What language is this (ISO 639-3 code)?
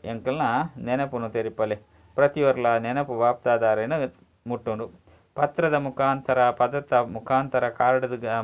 tcy